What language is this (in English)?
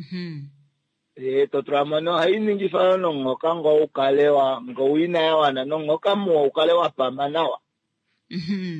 Kuanyama